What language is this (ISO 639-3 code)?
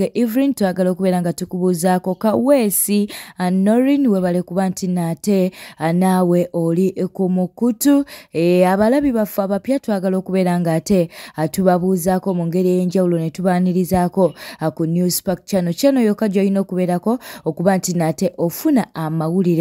lug